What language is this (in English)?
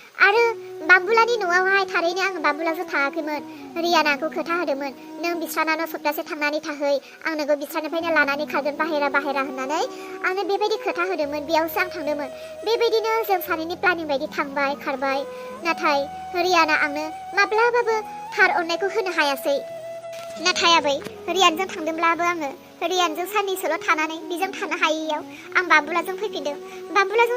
Bodo